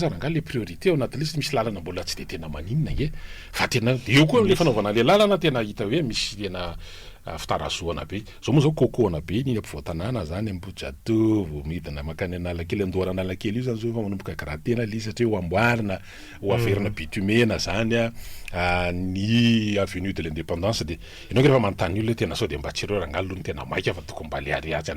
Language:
Malagasy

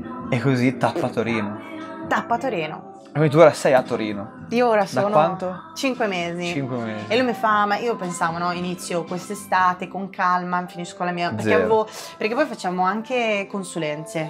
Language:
Italian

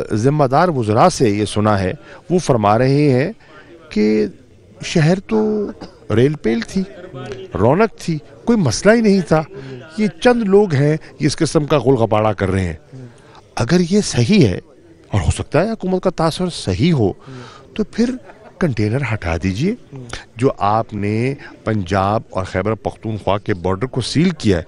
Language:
Urdu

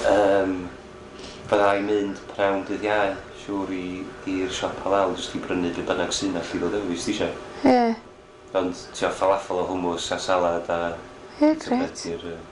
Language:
Welsh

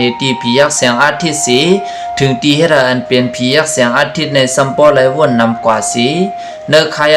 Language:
Shan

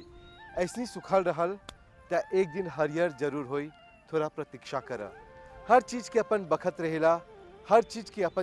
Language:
Bhojpuri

